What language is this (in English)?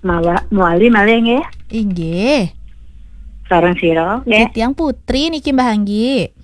Balinese